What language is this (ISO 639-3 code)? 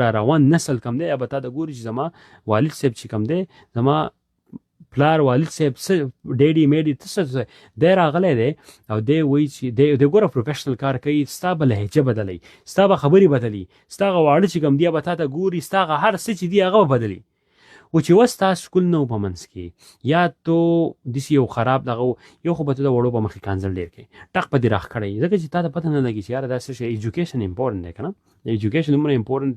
pus